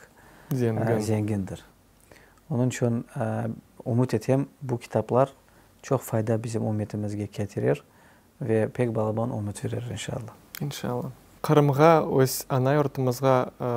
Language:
Crimean Tatar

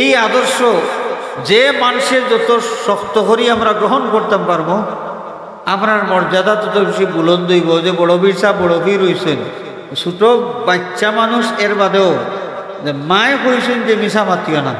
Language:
Sylheti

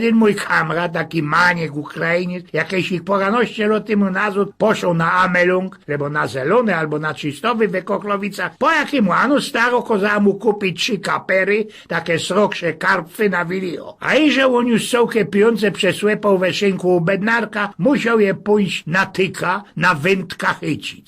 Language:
Silesian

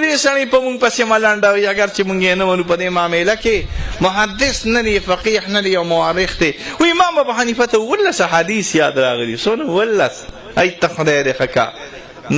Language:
Pashto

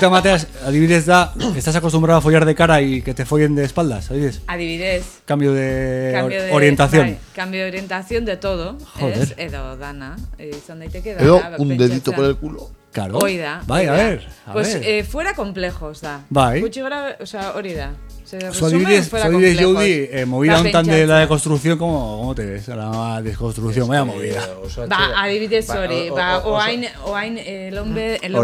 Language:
Basque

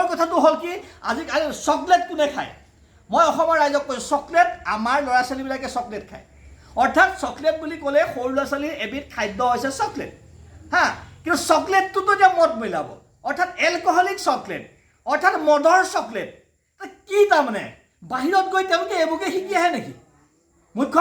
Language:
Assamese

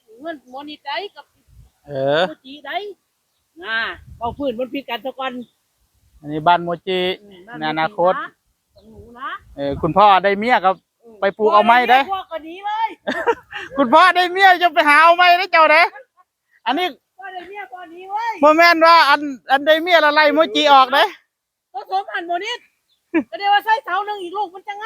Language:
Northeastern Thai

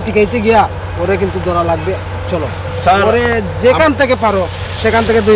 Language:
Sylheti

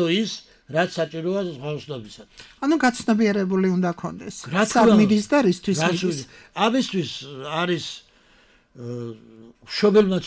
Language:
Georgian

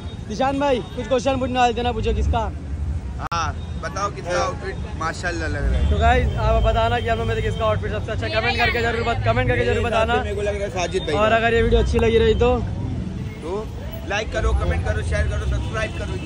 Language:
Hindi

